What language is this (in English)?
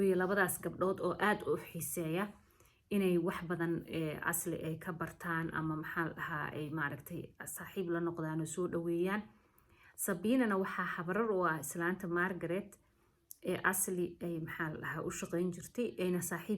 Somali